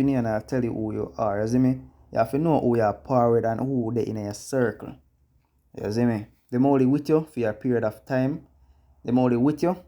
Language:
Jamaican Creole English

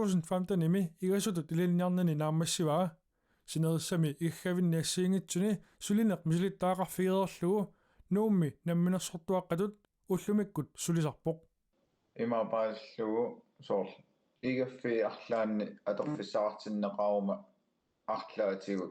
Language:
Kalaallisut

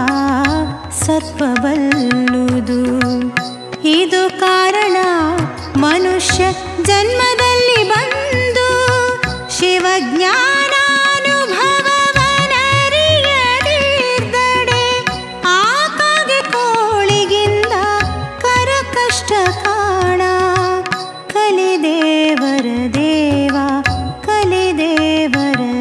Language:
Kannada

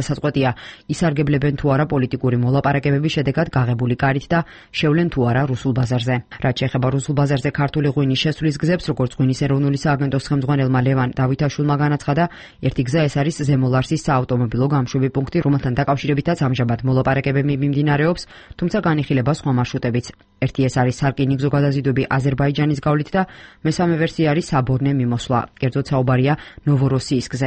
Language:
Georgian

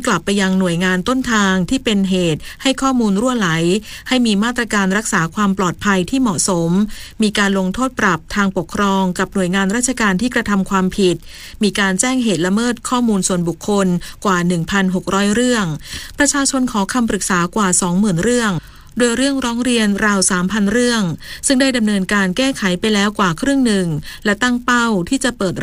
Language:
Thai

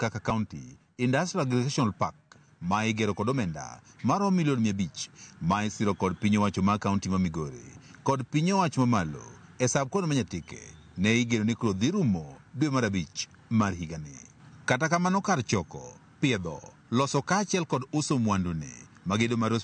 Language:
Luo (Kenya and Tanzania)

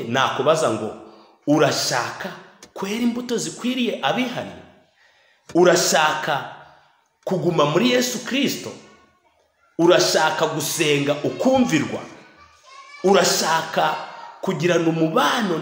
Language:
Kinyarwanda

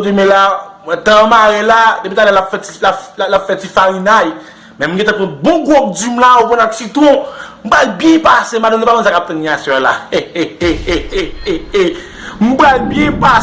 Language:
Haitian Creole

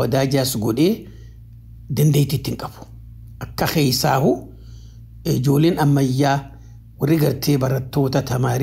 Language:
Oromo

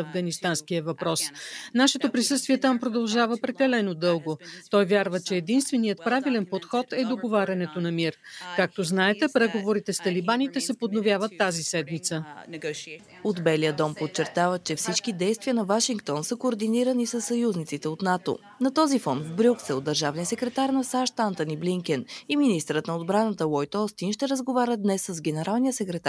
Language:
Bulgarian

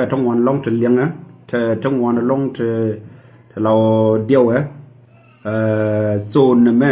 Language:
Nuer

